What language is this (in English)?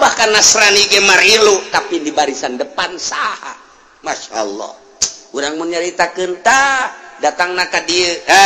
Sundanese